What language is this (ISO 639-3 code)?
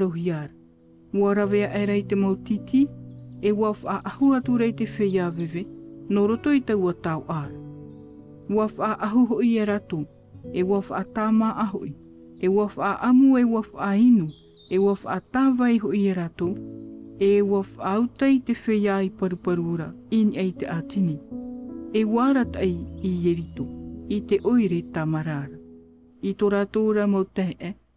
tah